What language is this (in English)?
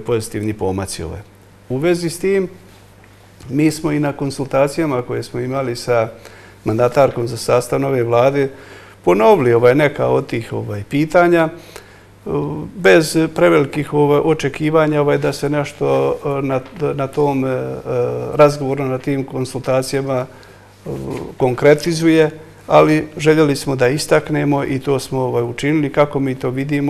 Bosnian